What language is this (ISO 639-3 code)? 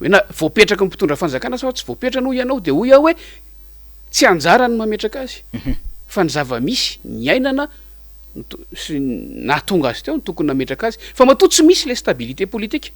mlg